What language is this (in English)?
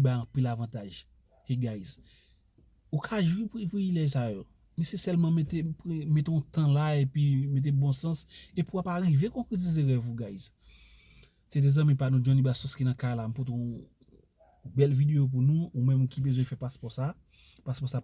Haitian Creole